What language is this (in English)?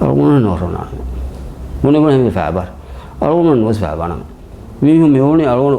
Divehi